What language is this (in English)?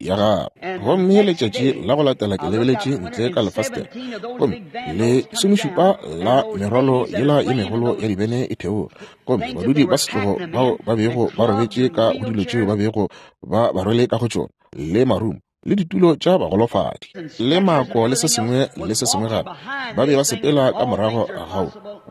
Northern Sotho